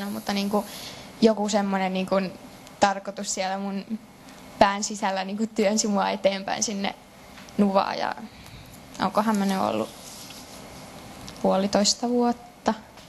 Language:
Finnish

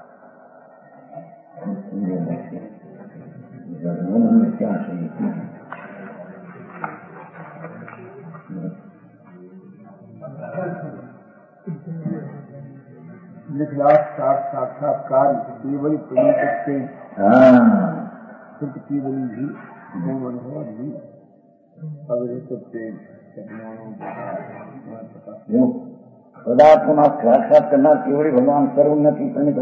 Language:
Gujarati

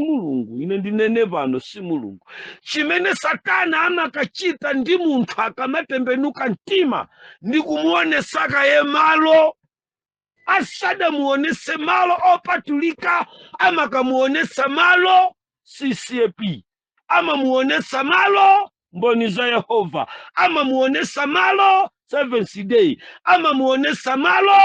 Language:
Nyanja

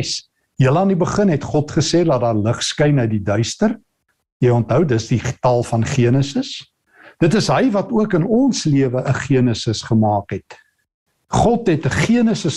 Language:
Afrikaans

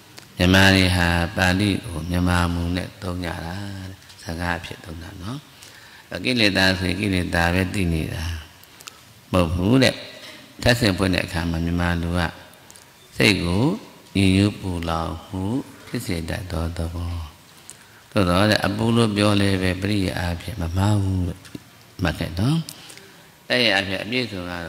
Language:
Burmese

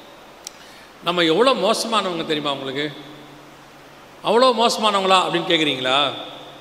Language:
Tamil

